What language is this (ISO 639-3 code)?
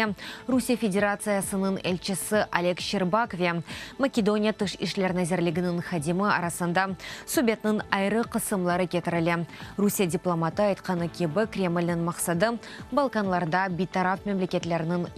crh